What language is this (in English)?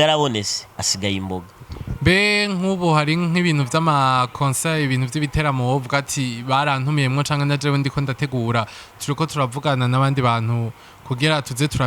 Rundi